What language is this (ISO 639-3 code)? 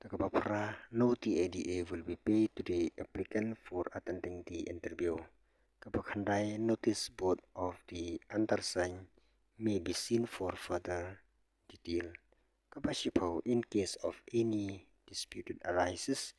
kha